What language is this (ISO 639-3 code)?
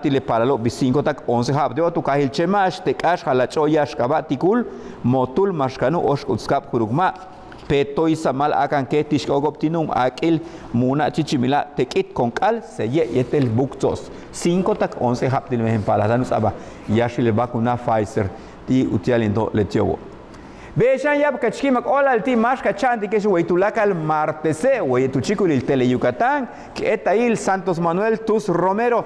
yua